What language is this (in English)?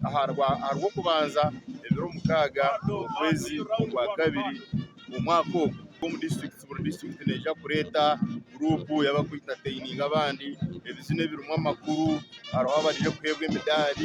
Nyankole